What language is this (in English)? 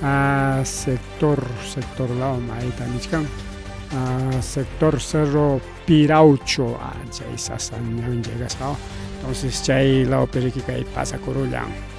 Ayacucho Quechua